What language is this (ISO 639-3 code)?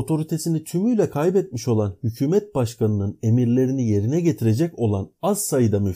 tur